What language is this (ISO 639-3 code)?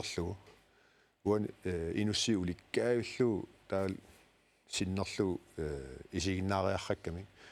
kal